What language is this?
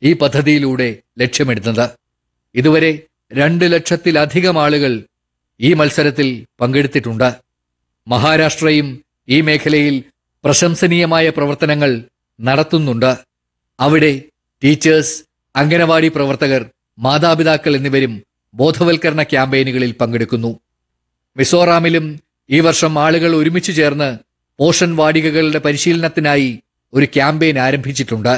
Malayalam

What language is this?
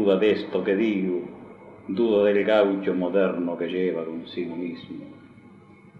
Spanish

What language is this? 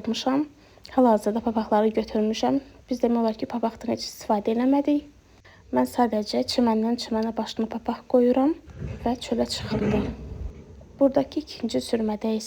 Azerbaijani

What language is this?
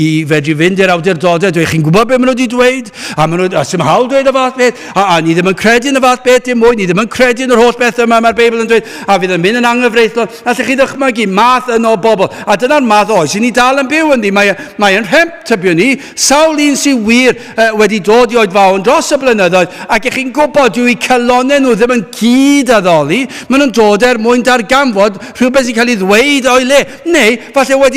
Welsh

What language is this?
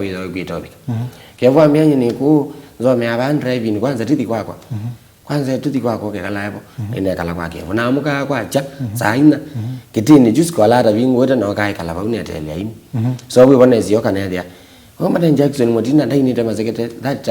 Kamba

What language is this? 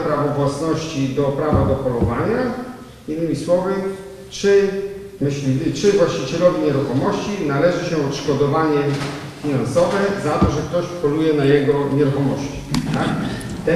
Polish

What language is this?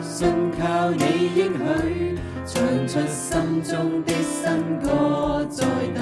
Cantonese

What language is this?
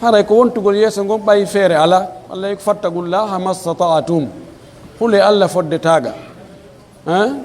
Pular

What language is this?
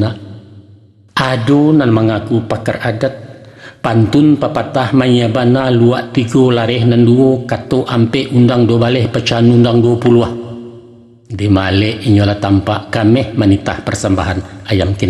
Minangkabau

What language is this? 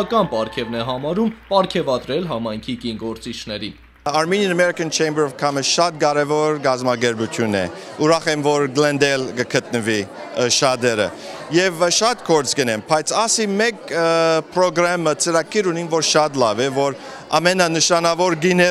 Western Armenian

